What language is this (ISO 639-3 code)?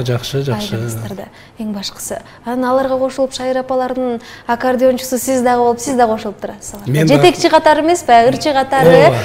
kir